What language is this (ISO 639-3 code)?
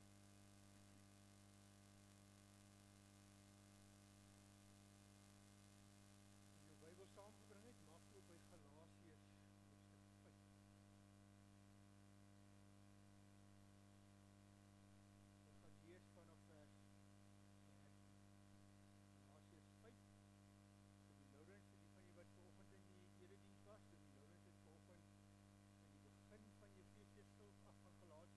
afr